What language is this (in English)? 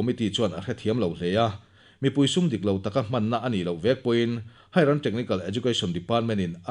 Mizo